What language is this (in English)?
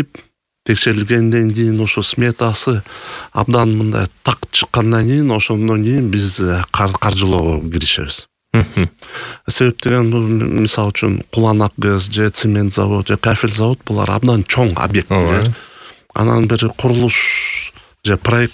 Kyrgyz